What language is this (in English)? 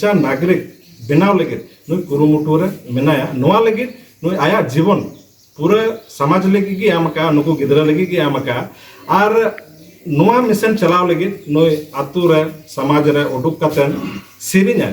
Santali